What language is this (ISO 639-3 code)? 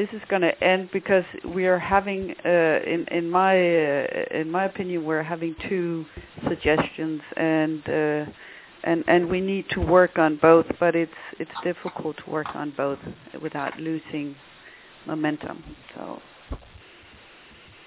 eng